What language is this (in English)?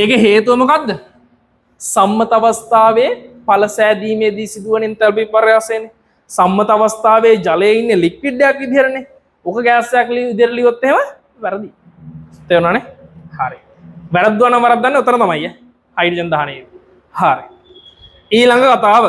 Sinhala